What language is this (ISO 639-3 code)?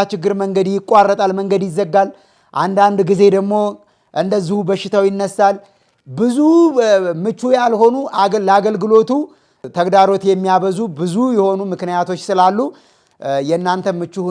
amh